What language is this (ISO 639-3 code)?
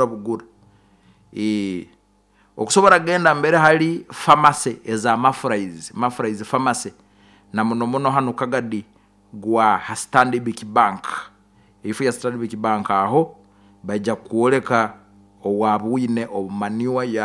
nyo